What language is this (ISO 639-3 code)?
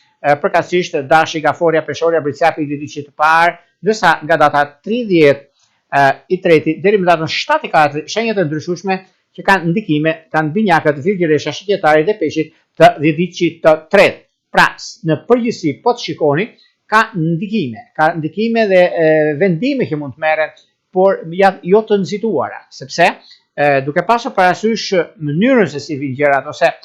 sqi